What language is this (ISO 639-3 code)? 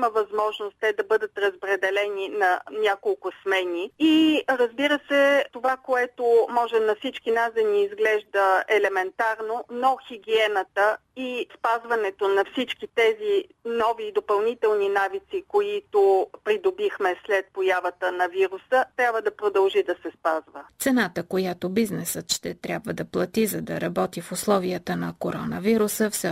bul